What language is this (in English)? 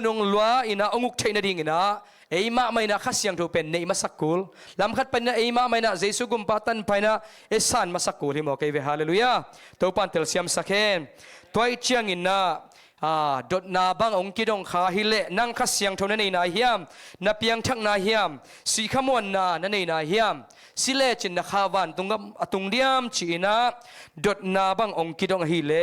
Tedim Chin